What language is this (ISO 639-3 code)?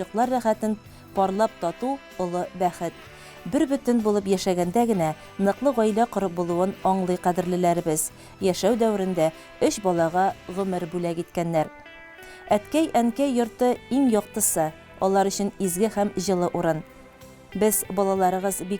tat